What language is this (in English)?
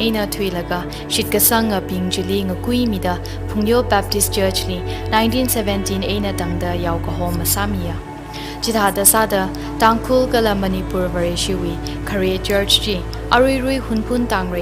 Tangkhul Naga (India)